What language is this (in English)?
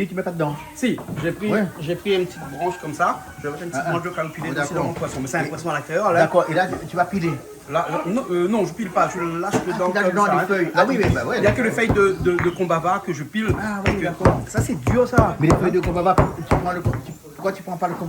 Réunion Creole French